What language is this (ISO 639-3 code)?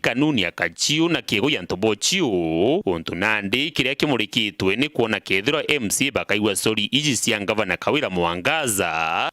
mer